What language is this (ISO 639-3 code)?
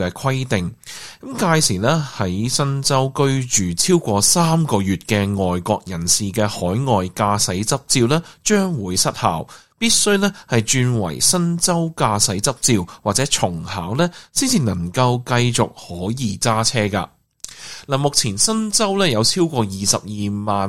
yue